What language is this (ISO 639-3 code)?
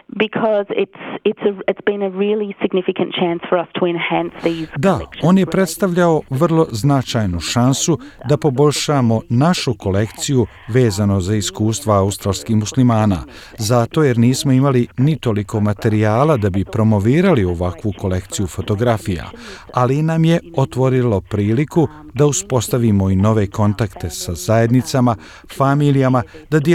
hrv